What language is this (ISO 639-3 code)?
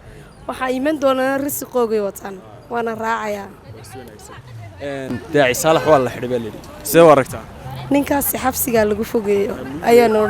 som